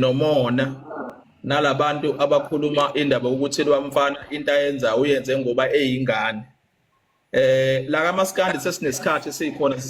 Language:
Zulu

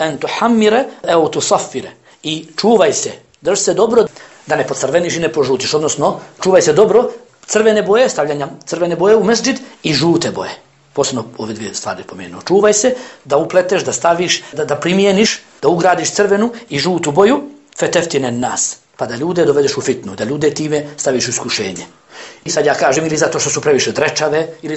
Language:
Bosnian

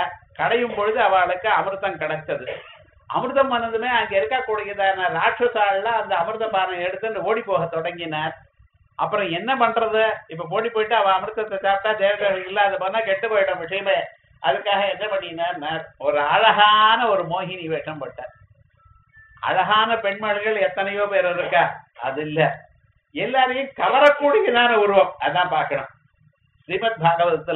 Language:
Tamil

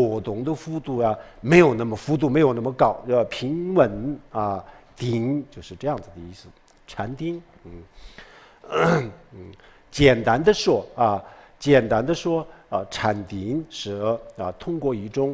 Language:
Chinese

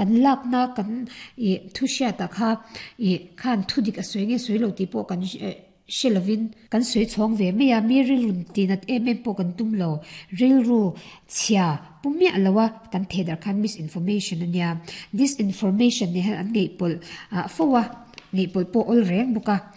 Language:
Mizo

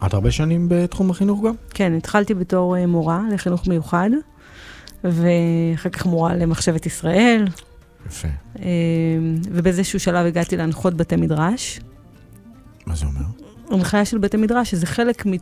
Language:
Hebrew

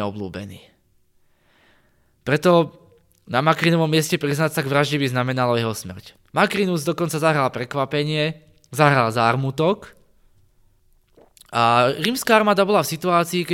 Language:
Slovak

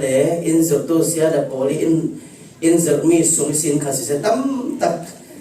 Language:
Falam Chin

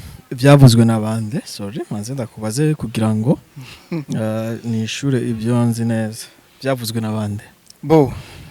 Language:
Rundi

